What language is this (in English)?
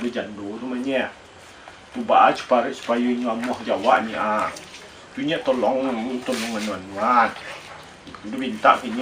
Minangkabau